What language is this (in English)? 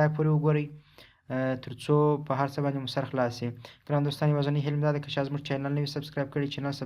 Pashto